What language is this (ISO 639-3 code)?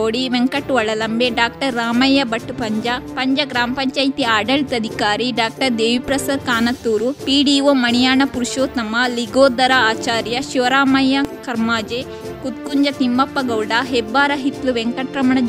kan